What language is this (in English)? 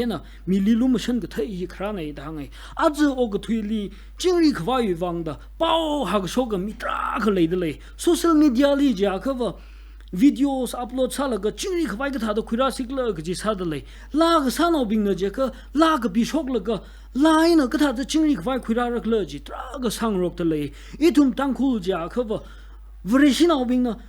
Tangkhul Naga (India)